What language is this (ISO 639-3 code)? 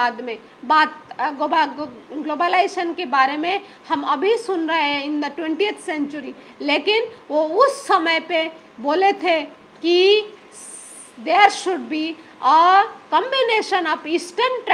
hin